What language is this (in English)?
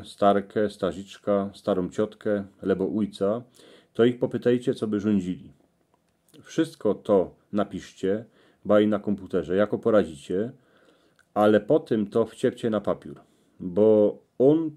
Silesian